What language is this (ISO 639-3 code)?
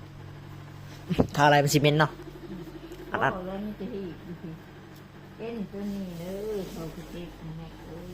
lao